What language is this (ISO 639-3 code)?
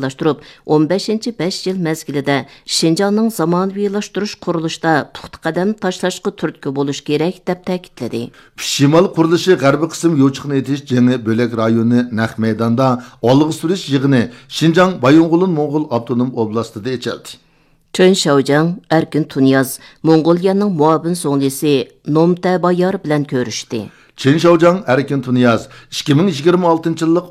uig